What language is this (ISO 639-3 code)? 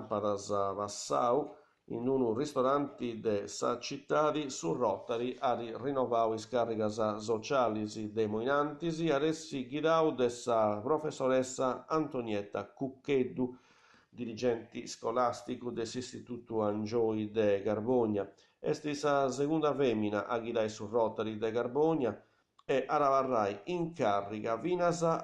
srd